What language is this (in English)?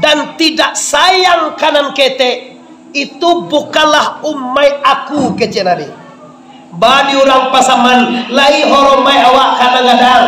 Minangkabau